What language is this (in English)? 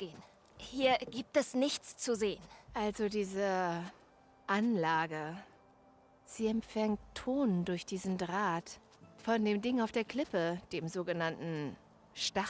Bavarian